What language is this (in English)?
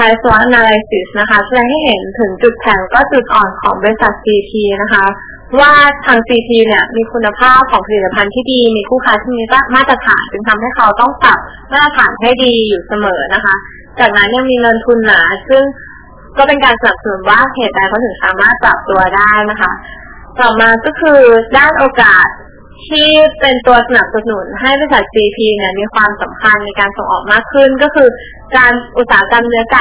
Thai